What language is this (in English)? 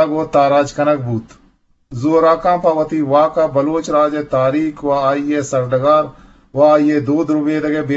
Eastern Balochi